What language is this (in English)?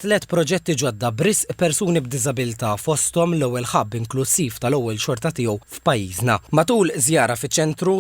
Maltese